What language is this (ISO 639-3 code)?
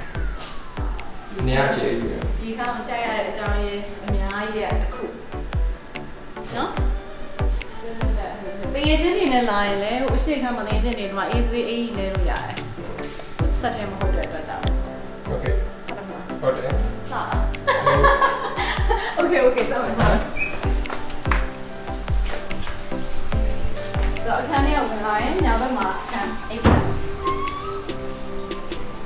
mya